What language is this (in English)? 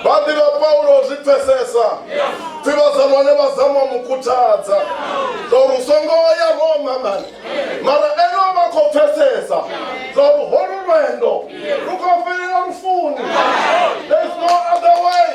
Venda